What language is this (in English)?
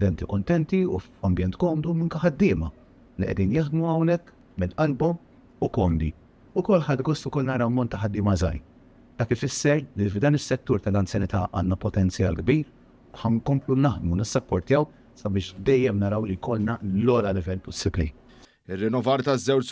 Maltese